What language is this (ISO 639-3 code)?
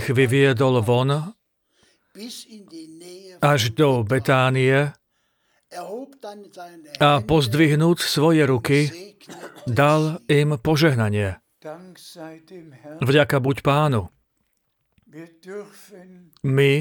slk